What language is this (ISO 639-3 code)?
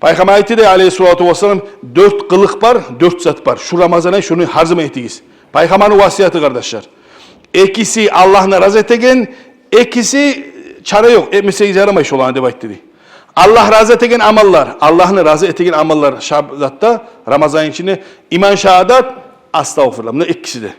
kum